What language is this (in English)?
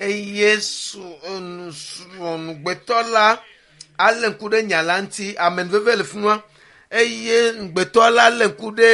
Ewe